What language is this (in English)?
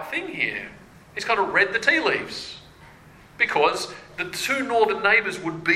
English